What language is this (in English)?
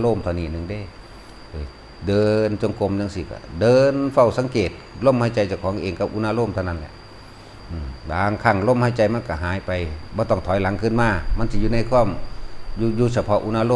Lao